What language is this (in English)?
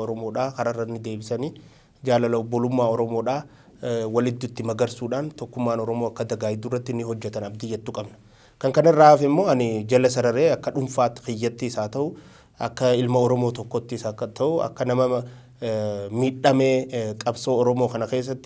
Oromo